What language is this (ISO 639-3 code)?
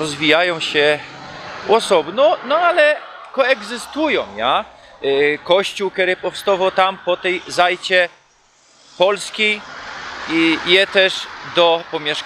szl